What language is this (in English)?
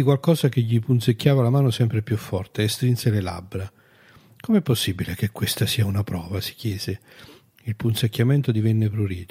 Italian